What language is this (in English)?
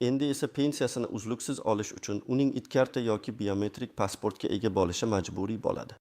Uzbek